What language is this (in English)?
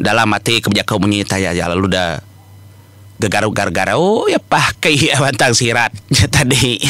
Iban